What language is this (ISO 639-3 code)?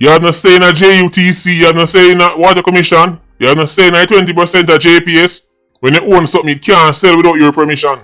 jam